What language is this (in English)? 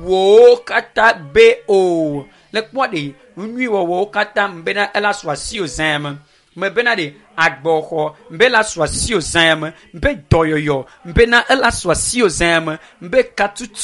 Ewe